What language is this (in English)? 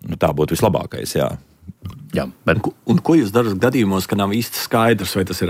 Latvian